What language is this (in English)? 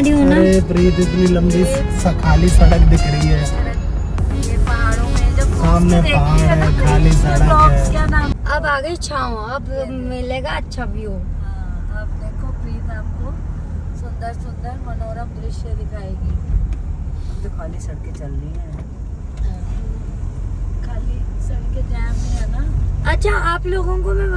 Hindi